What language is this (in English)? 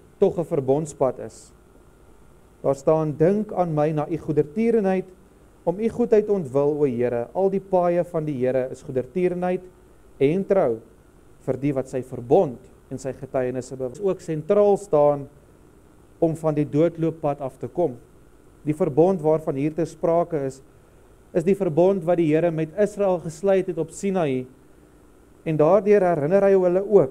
Afrikaans